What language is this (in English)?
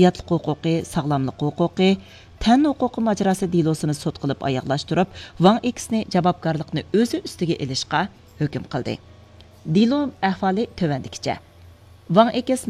Uyghur